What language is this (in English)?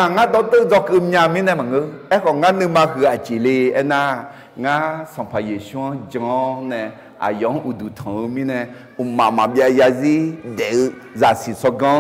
Akha